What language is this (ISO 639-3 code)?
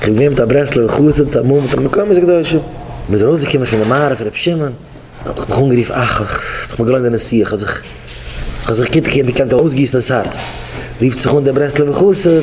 yid